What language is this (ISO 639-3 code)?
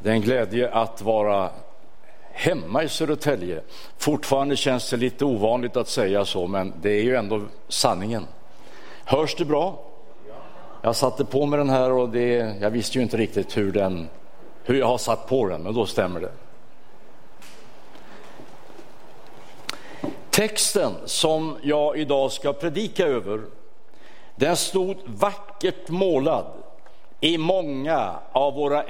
swe